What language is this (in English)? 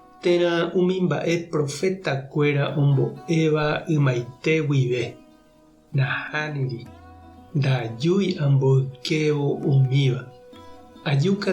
Guarani